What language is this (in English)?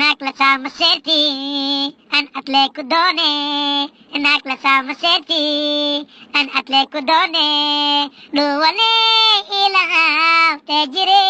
Somali